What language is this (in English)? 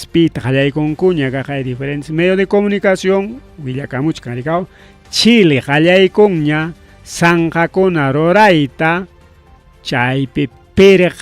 Ayacucho Quechua